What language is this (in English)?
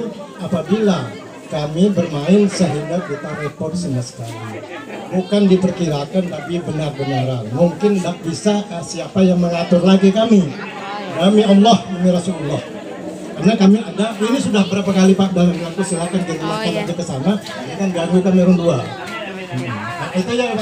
Banjar